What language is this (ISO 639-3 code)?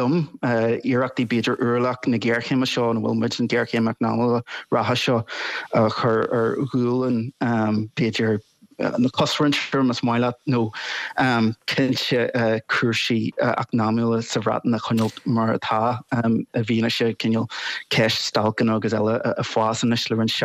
gle